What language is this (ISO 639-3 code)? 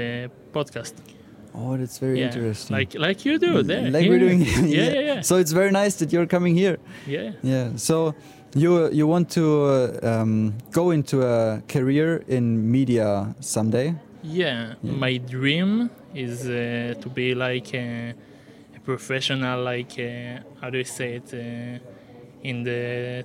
eng